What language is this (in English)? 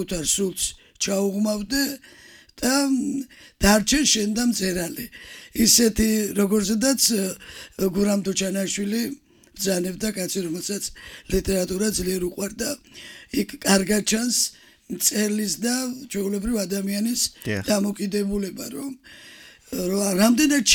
Georgian